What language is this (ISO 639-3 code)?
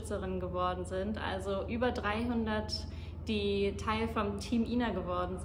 gsw